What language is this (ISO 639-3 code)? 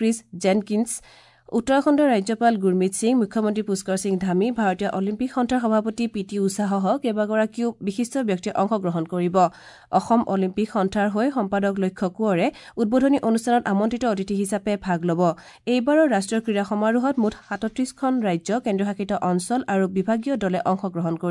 asm